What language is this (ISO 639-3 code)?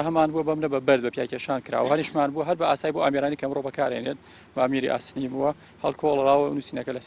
ckb